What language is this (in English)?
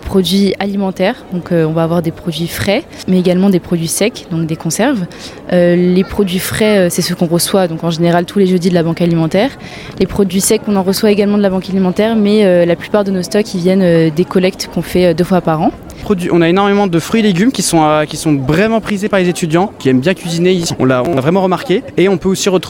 French